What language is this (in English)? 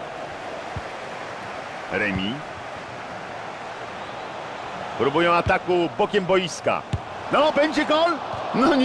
Polish